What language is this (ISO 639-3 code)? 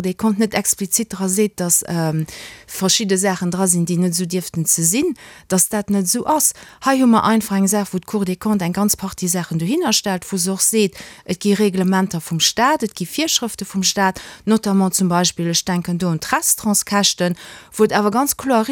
ltz